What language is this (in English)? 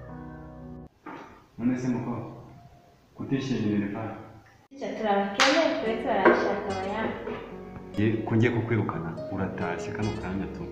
Kinyarwanda